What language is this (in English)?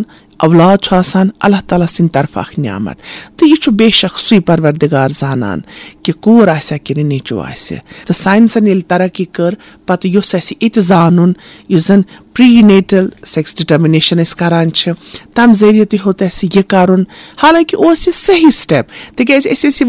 Kashmiri